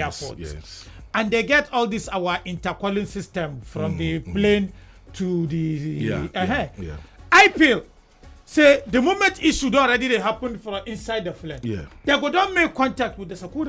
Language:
Nigerian Pidgin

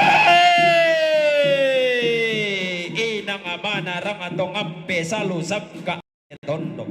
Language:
Toraja-Sa'dan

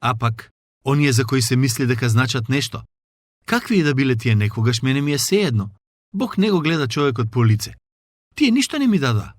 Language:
Macedonian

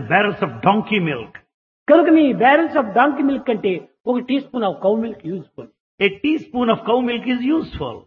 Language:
Telugu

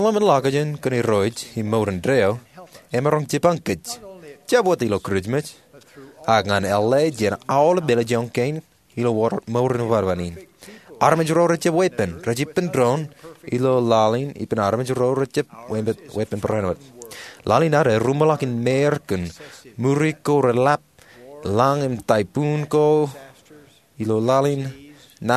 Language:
Marshallese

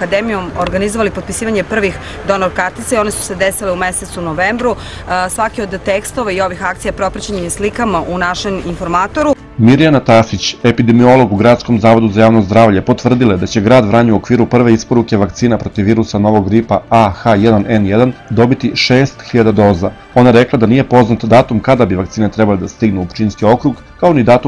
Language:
Serbian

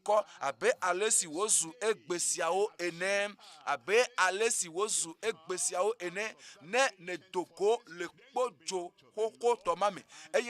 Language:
Ewe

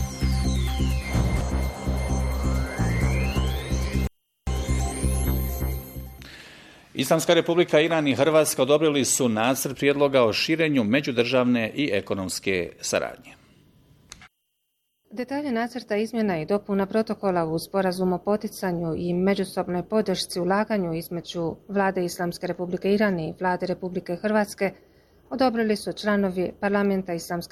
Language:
Bosnian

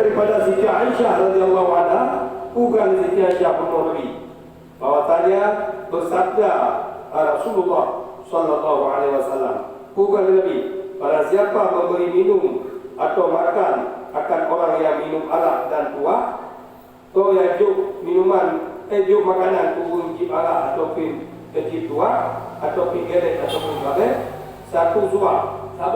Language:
Achinese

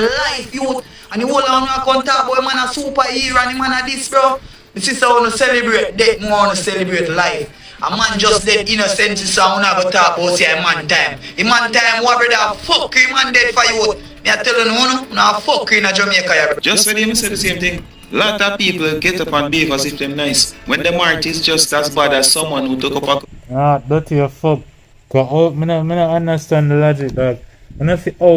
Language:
Jamaican Creole English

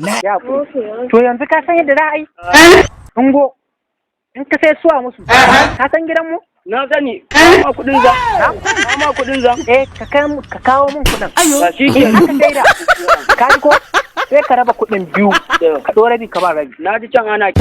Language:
Hausa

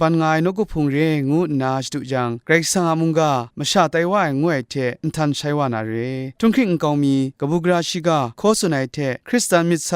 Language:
Kachin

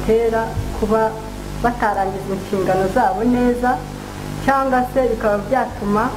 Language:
Kinyarwanda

